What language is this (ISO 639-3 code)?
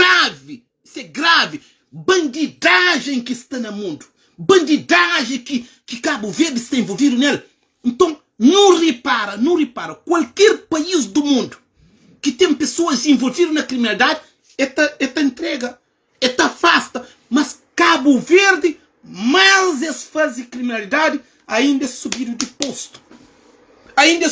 kea